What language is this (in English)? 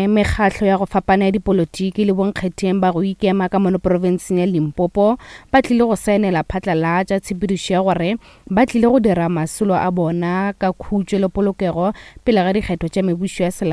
Northern Sotho